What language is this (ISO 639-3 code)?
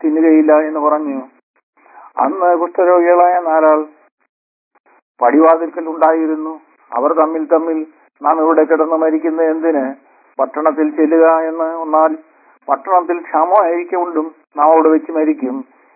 mal